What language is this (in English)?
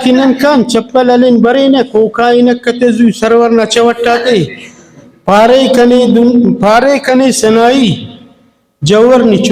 Brahui